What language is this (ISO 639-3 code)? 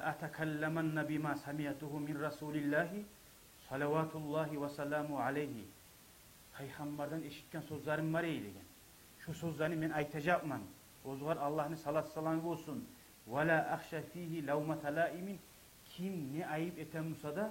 kum